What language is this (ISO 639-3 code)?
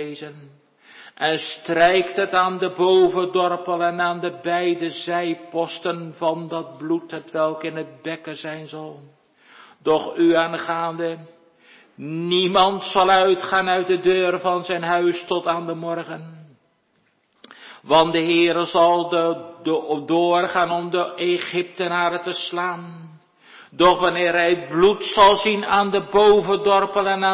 nld